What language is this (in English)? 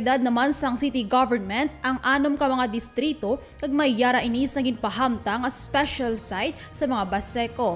Hiligaynon